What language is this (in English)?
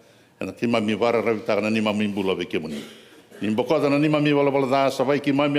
Fijian